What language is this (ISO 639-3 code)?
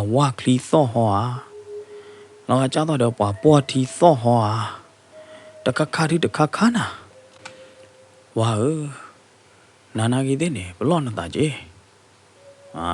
ksw